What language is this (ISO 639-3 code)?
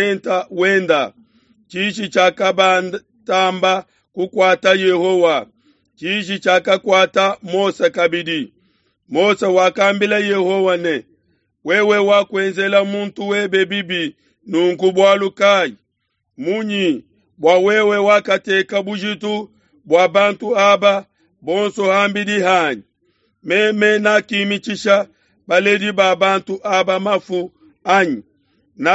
lua